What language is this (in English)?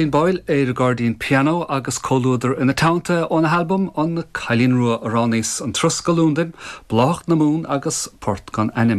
Irish